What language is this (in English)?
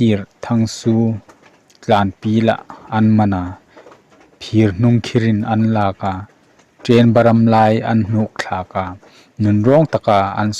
Hmar